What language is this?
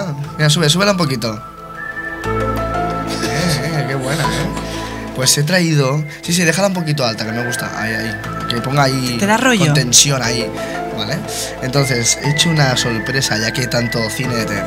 Spanish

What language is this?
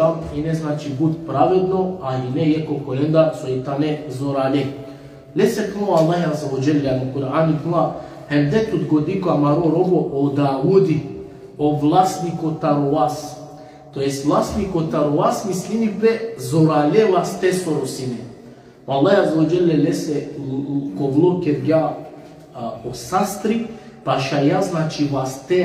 Balkan Romani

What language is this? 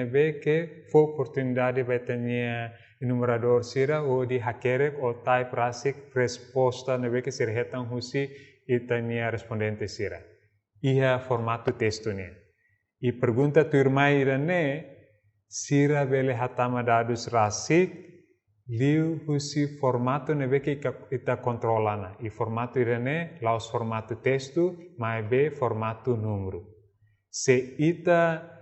Tetum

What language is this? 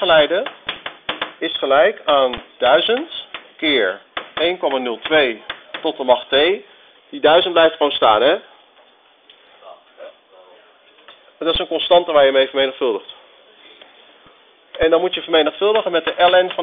Dutch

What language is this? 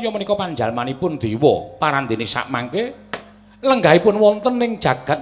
Javanese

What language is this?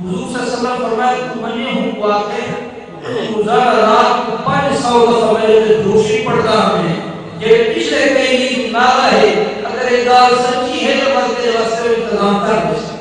Saraiki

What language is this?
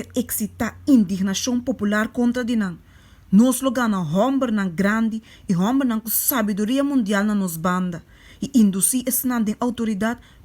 Papiamento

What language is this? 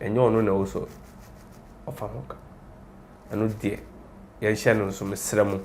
Akan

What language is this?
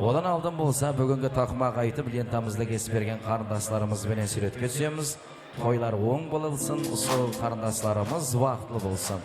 Kara-Kalpak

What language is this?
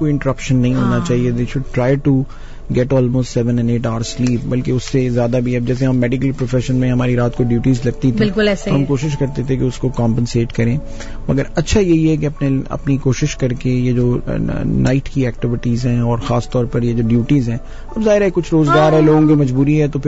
Urdu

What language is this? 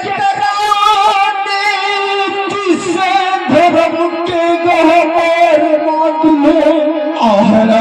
Maithili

